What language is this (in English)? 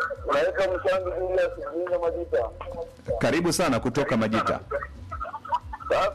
Swahili